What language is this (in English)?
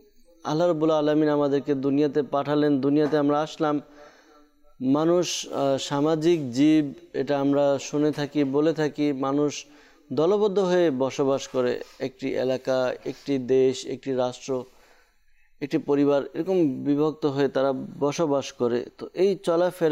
Bangla